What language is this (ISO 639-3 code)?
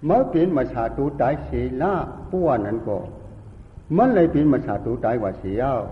shn